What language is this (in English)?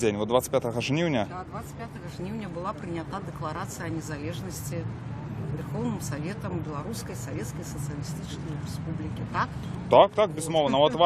Belarusian